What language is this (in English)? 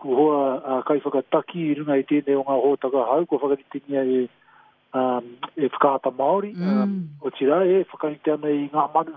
Māori